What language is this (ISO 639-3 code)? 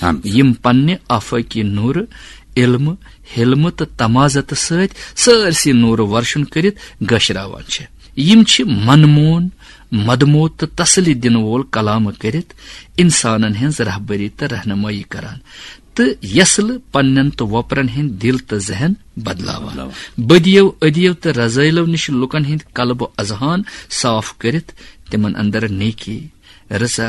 kas